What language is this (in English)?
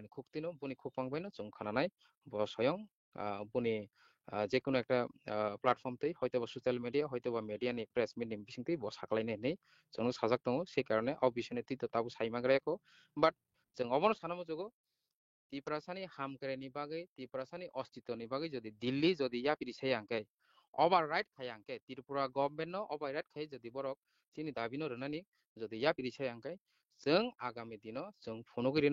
Kok Borok